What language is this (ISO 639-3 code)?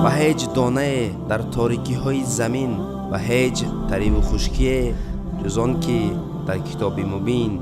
tgk